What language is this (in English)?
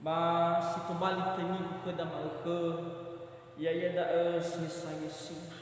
Nias